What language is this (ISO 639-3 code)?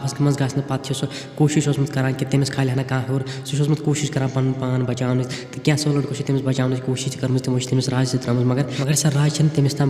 kas